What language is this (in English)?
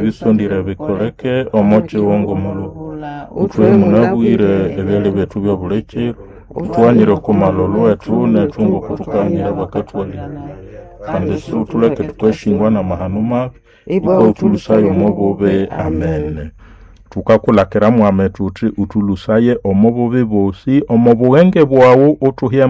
Nande